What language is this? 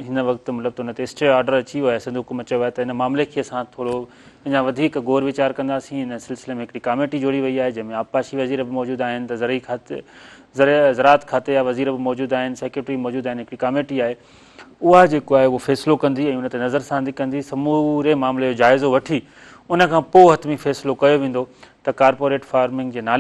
Sindhi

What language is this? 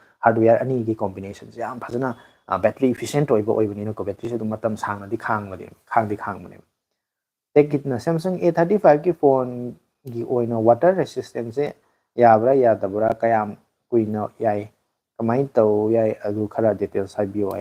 Manipuri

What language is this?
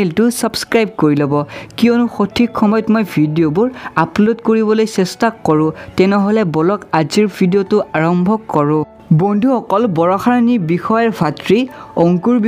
Assamese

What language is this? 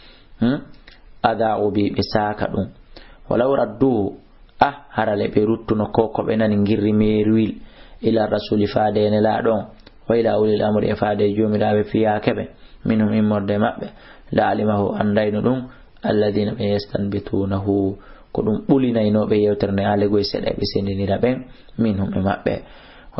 Fula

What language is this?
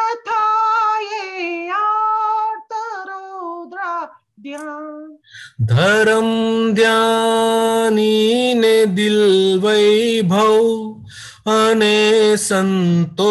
Gujarati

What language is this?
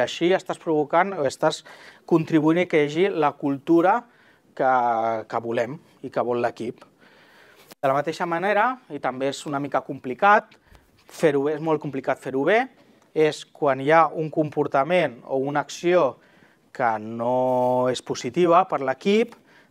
Catalan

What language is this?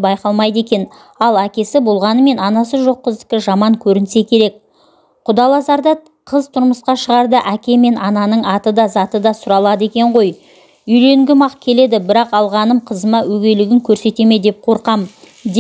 Kazakh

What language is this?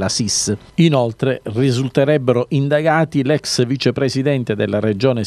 Italian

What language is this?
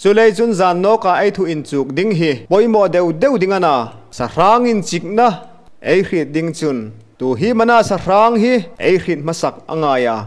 Hmar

